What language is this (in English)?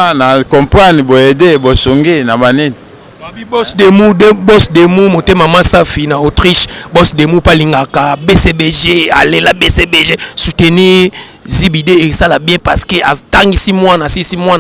Lingala